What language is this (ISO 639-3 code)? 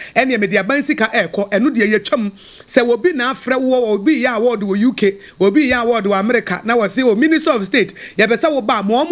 aka